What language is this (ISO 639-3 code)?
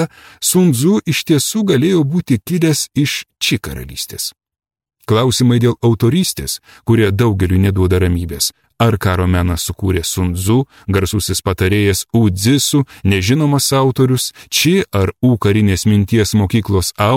lit